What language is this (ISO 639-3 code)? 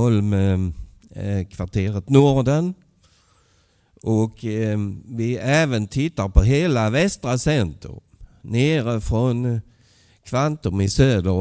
swe